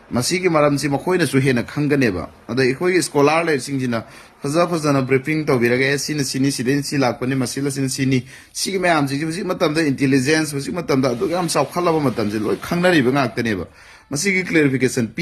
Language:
Manipuri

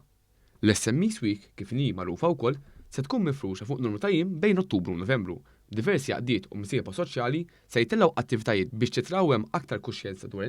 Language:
Maltese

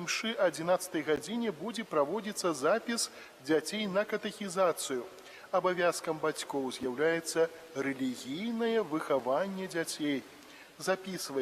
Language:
Belarusian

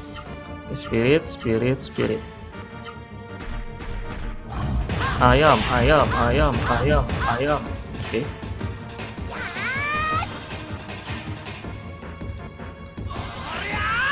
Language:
Indonesian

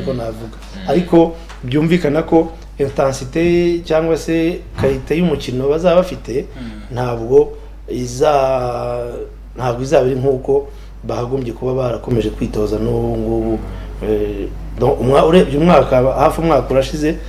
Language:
Kinyarwanda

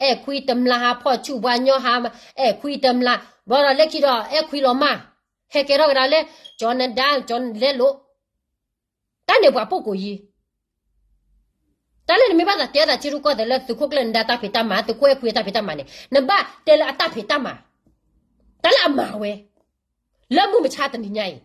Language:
S'gaw Karen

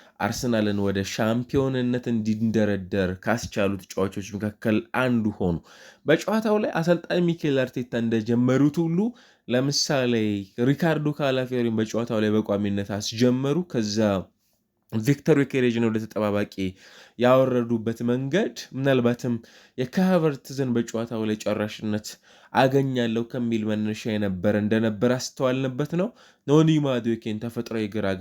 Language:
Amharic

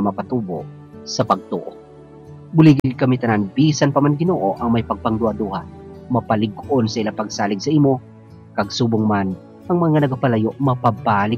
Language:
Hiligaynon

